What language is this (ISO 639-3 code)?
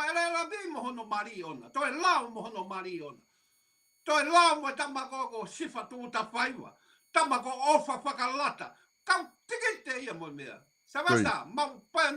ton